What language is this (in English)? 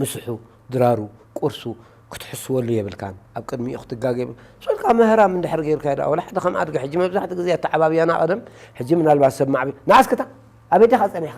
Tigrinya